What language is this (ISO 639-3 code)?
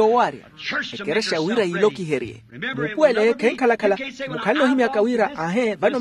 vmw